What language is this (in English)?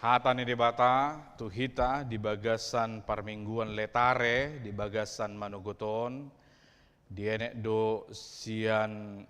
Batak Toba